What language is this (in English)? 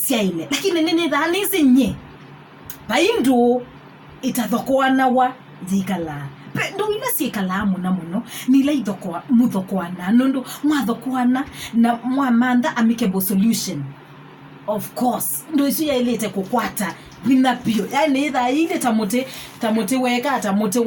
Kamba